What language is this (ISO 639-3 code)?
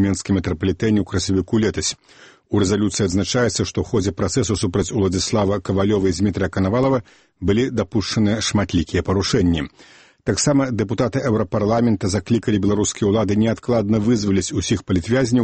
bel